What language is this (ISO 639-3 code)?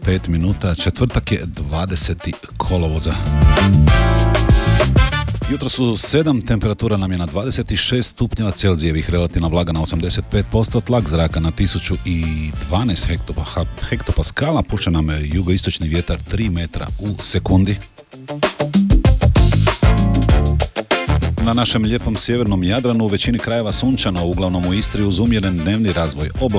hrv